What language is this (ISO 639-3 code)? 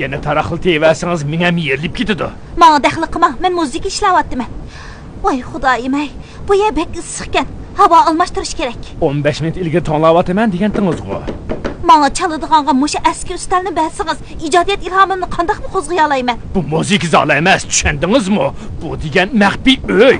uig